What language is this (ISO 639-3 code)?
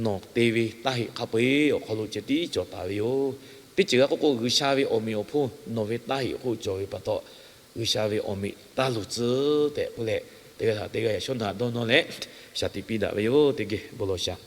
lhu